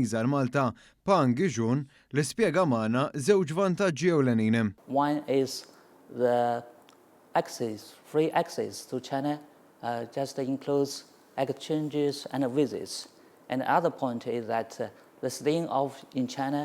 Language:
Maltese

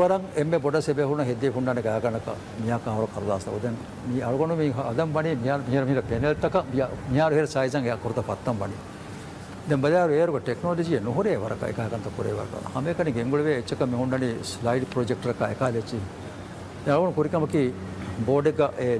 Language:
Divehi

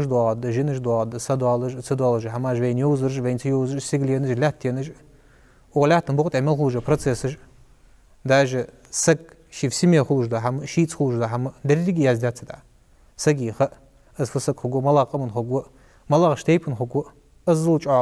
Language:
Ingush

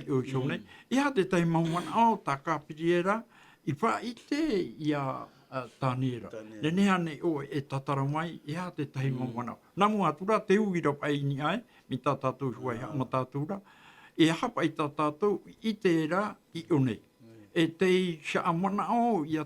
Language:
Tahitian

